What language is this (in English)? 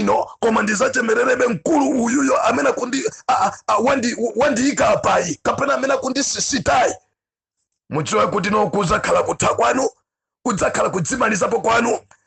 Nyanja